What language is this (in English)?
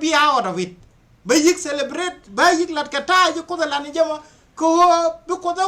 Nuer